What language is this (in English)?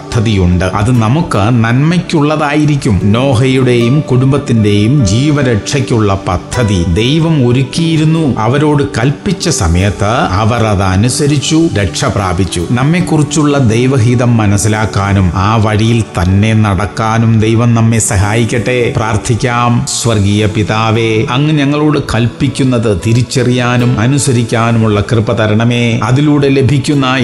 Malayalam